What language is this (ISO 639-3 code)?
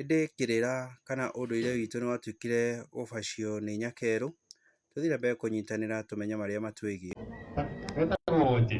kik